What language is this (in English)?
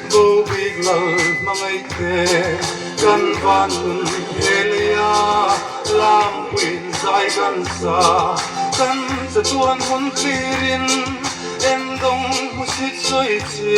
Hmar